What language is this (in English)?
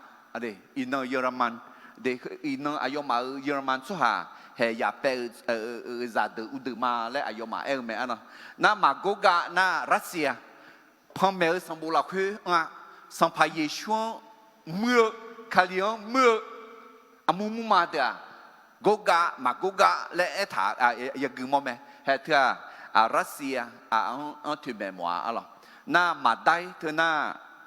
Akha